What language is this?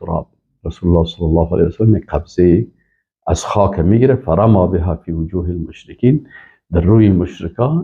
Persian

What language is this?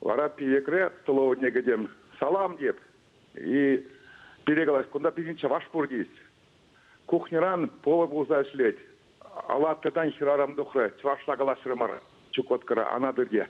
Chuvash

